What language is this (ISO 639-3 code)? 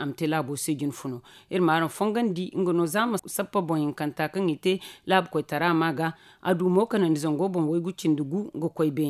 dje